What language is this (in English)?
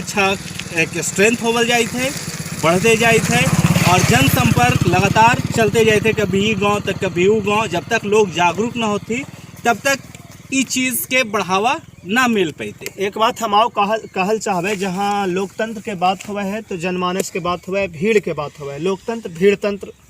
Magahi